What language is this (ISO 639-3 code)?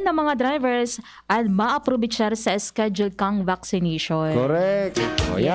bik